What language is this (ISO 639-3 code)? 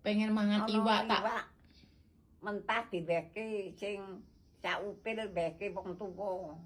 jav